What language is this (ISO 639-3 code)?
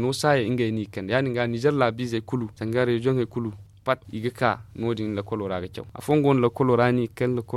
dje